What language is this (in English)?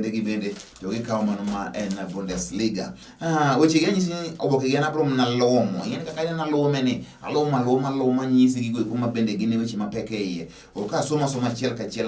Luo (Kenya and Tanzania)